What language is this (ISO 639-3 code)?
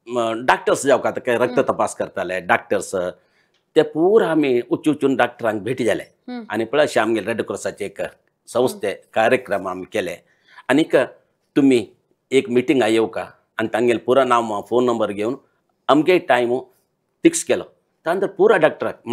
kok